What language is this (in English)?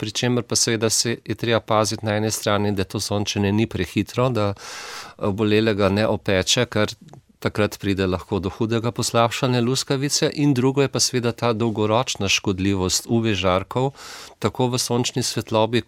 Slovenian